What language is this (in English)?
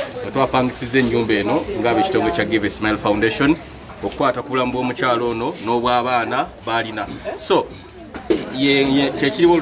Ganda